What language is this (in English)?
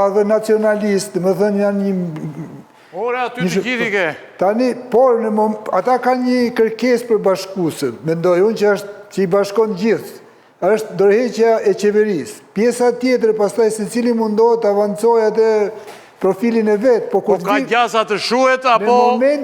Albanian